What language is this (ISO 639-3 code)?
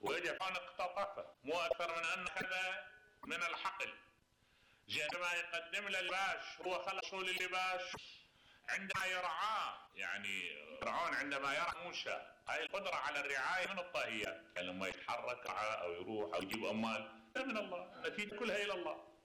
acm